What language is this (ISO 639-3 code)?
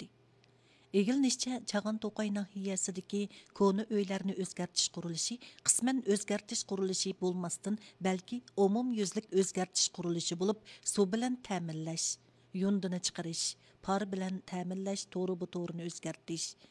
uig